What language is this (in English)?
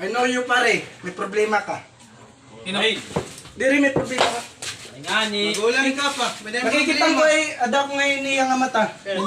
Waray